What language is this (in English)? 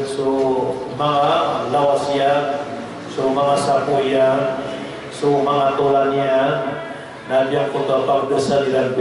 Maranao